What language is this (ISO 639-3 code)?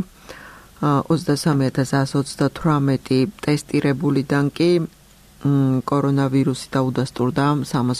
kat